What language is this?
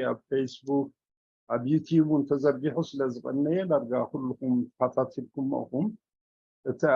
Tigrinya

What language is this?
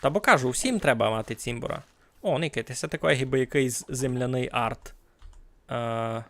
Rusyn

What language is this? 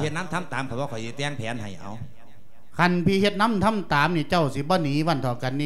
Lao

